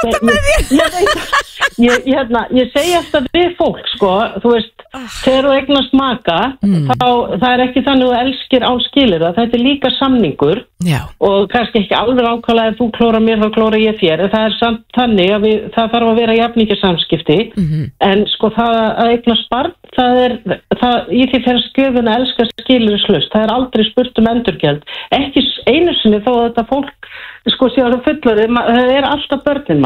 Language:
Icelandic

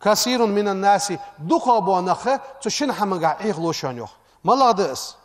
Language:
Ingush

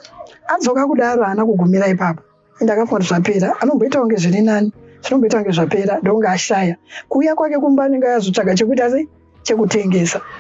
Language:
Shona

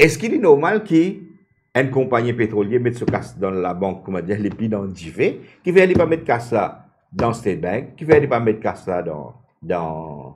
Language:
Morisyen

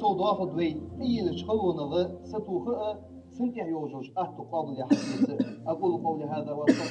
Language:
Ingush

